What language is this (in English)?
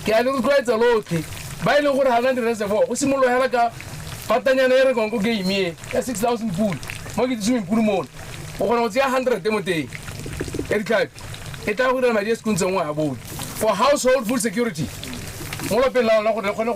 Tswana